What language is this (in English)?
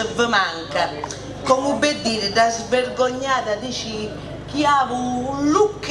Sicilian